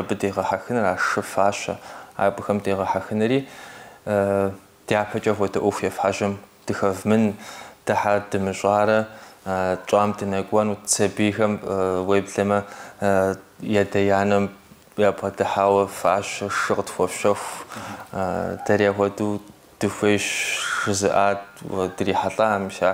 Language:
Kabardian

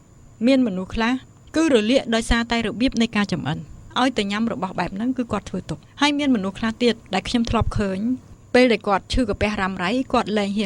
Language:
Khmer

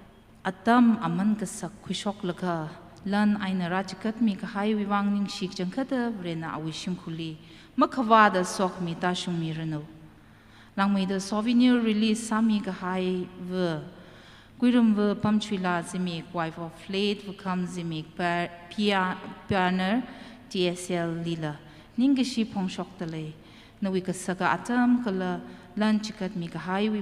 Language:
Tangkhul Naga (India)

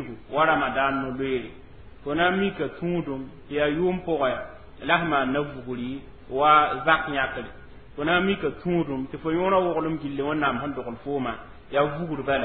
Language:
Mossi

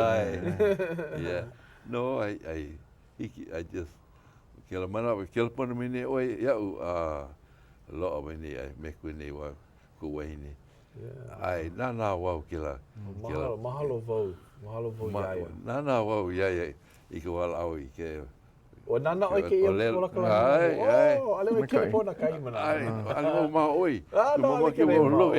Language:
Hawaiian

